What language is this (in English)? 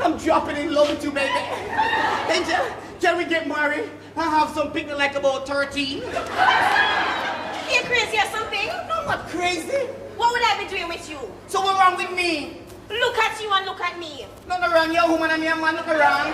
Jamaican Creole English